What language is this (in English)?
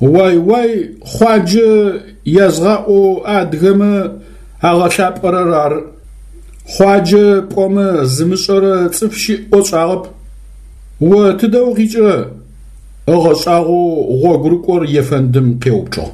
Adyghe